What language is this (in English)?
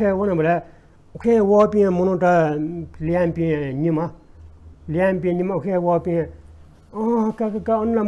Newari